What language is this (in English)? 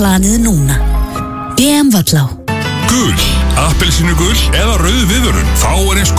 Icelandic